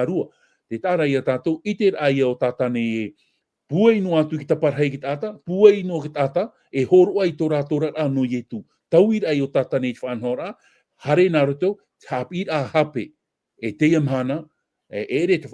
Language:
Tahitian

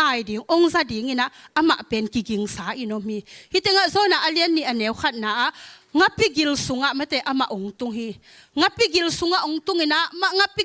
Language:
Tedim Chin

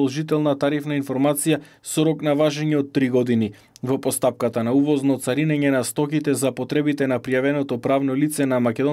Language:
Macedonian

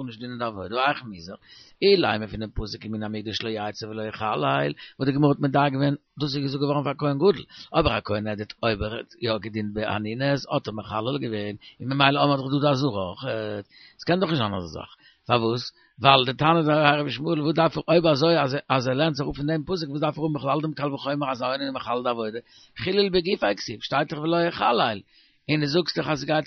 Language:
Yiddish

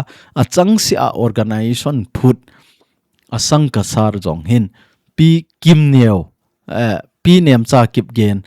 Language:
Thado Chin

